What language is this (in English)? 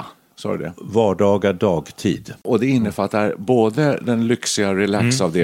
Swedish